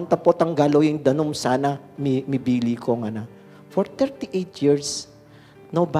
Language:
Pampanga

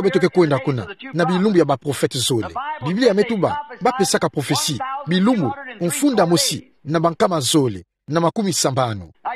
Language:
Kituba (Democratic Republic of Congo)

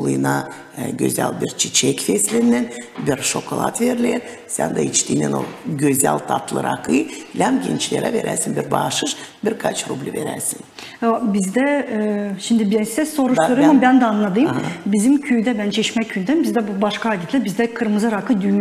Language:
Gagauz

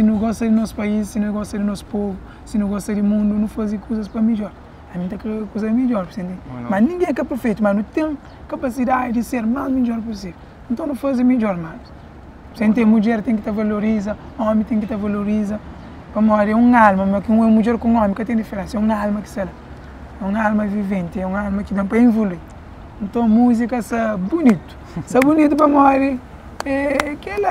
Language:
Kabuverdianu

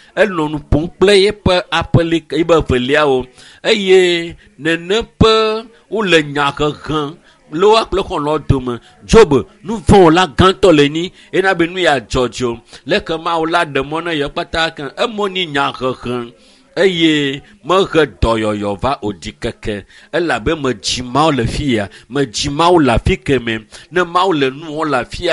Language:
Ewe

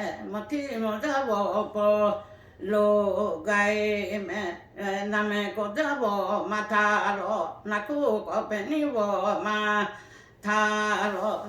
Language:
Lahu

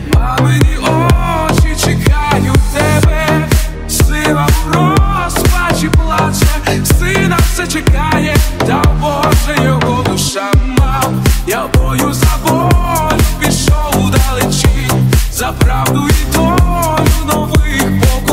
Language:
Ukrainian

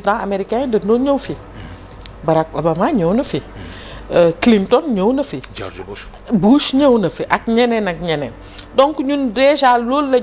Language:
Wolof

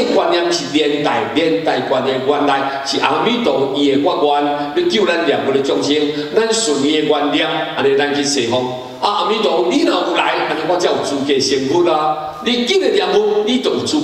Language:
Min Nan Chinese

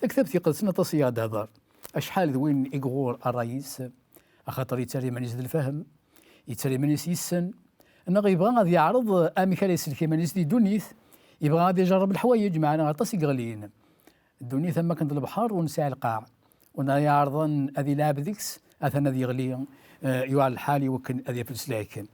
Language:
Kabyle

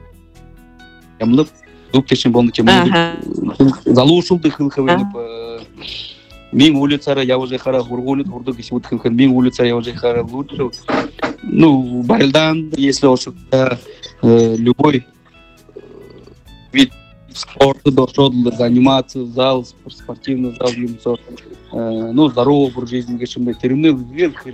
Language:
Buriat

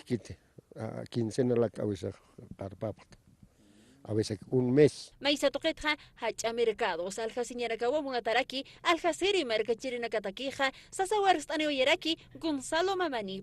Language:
Aymara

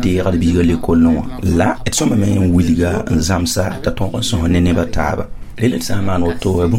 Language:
Mossi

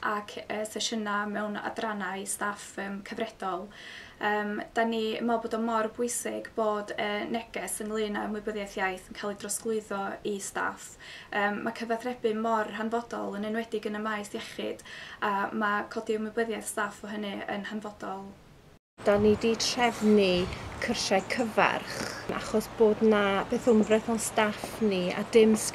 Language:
Welsh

